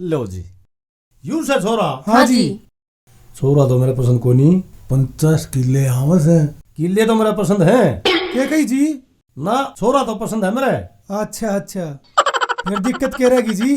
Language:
Haryanvi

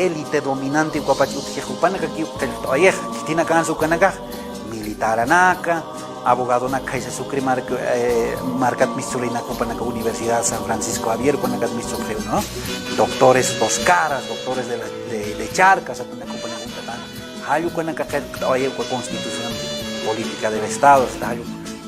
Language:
Aymara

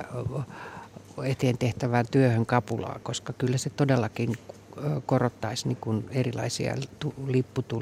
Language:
Finnish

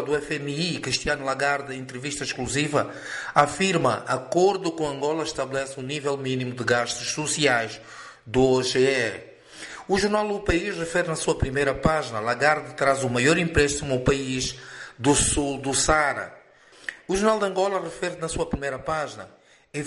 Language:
Portuguese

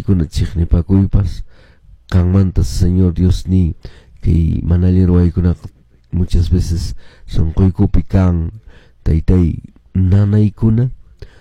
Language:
Quechua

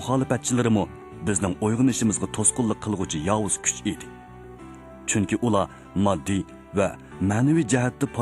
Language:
Uyghur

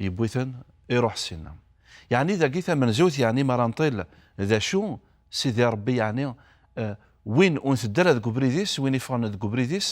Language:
Kabyle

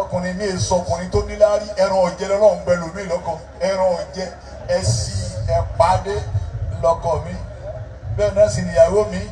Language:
Yoruba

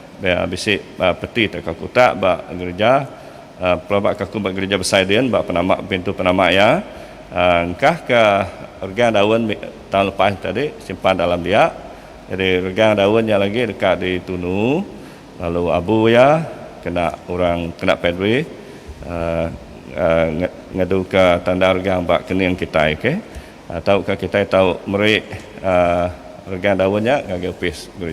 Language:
Iban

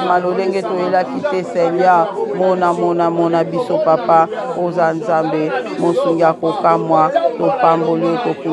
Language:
Lingala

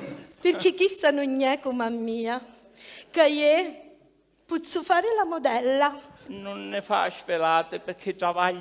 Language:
Sicilian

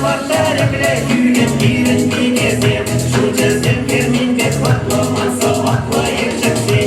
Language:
Chuvash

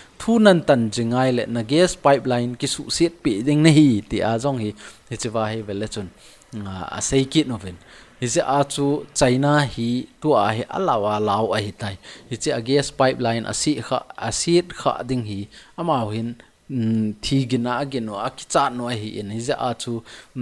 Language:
Thado Chin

